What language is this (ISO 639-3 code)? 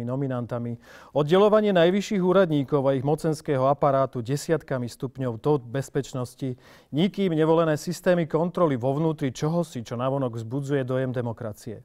slk